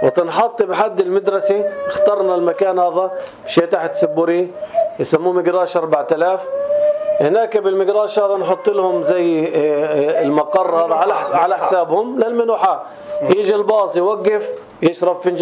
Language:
North Levantine Arabic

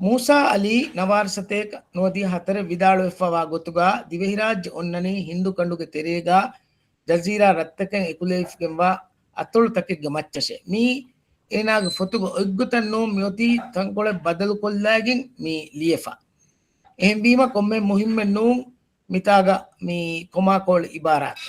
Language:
Divehi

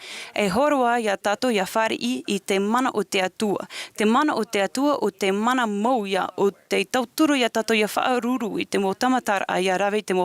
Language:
Tahitian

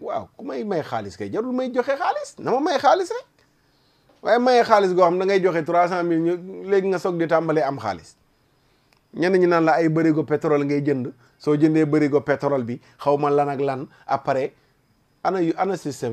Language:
Wolof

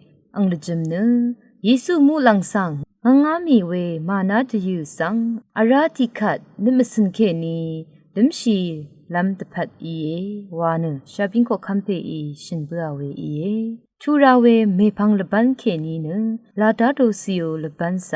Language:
Rawang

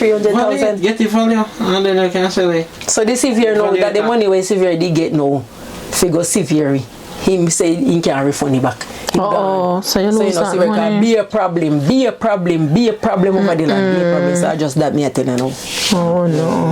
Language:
Jamaican Creole English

